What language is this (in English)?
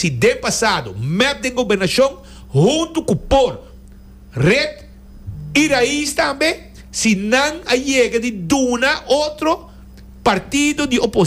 Papiamento